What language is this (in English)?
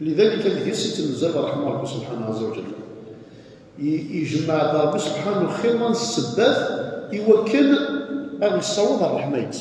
Kabyle